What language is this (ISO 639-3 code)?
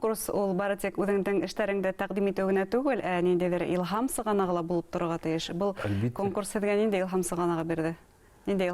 bak